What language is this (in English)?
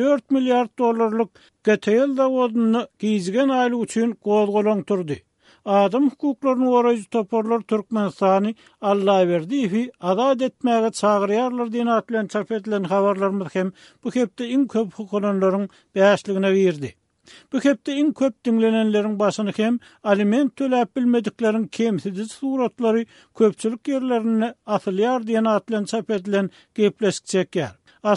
Turkmen